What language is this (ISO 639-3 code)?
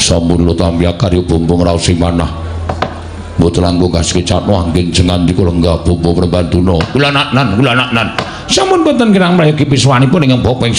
jav